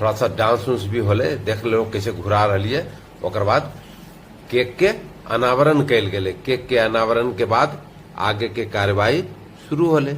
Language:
Magahi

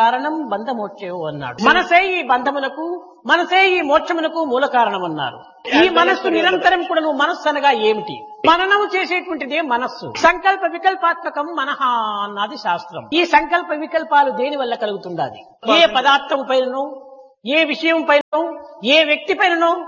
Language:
Telugu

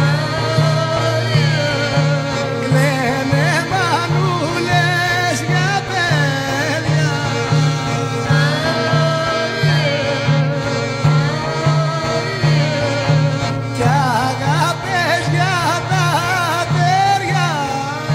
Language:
Greek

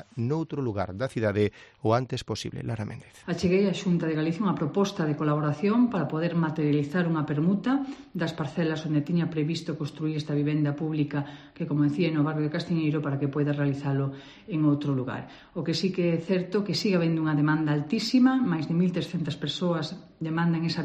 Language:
Galician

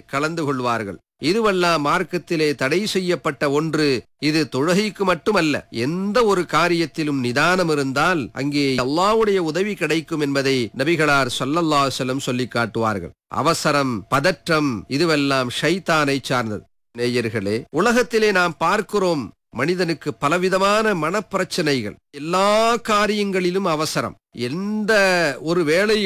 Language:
Tamil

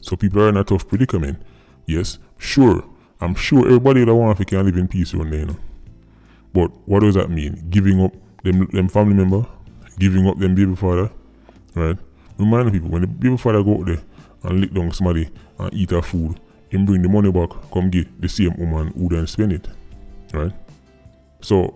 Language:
Jamaican Creole English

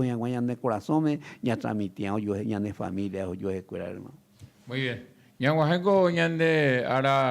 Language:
Guarani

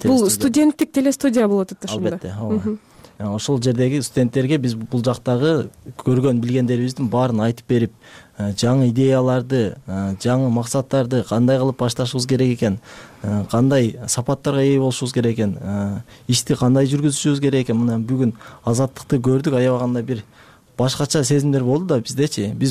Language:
Kyrgyz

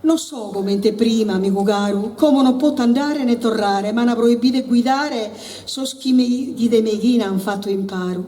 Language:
Sardinian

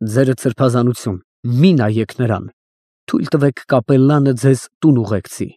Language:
Armenian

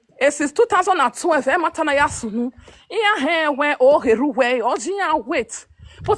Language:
Nigerian Pidgin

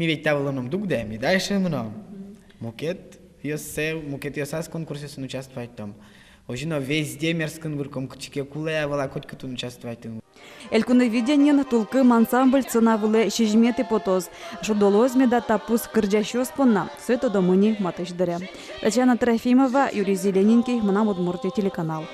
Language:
Udmurt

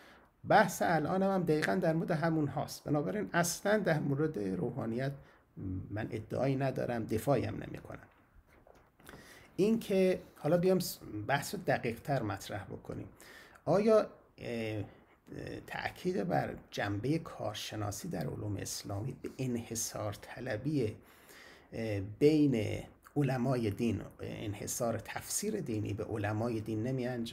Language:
Persian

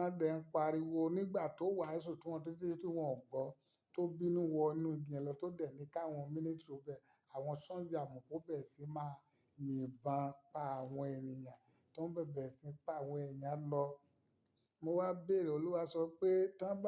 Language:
Yoruba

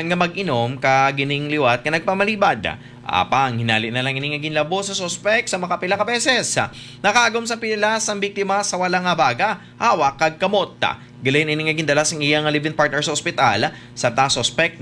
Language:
Hiligaynon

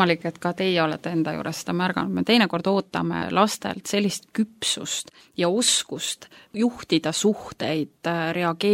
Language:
Estonian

